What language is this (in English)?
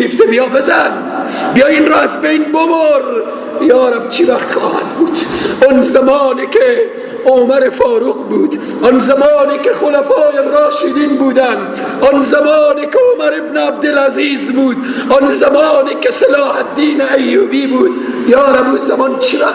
Persian